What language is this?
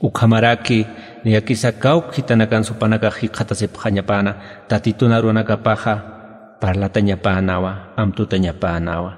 Aymara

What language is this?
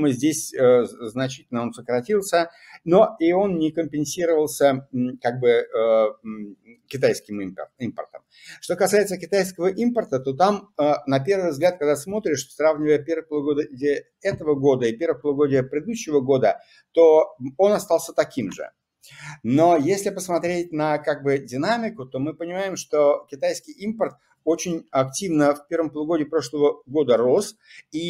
Russian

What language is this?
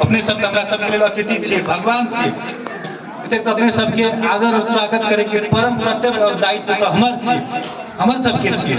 Maithili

